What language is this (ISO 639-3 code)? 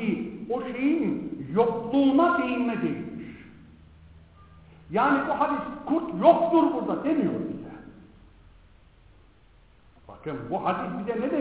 tur